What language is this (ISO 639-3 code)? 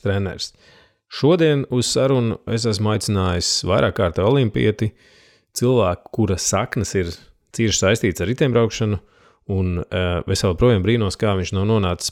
lav